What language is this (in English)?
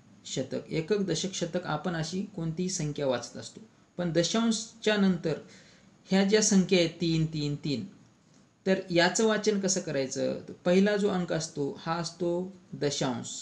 Marathi